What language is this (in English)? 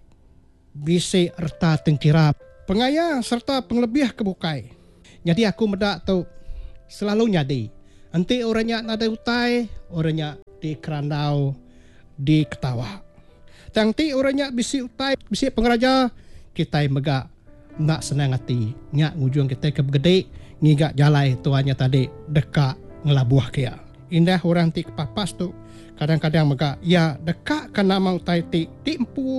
Iban